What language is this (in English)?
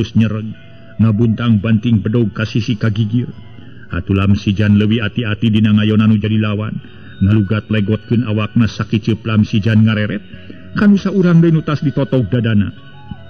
Sundanese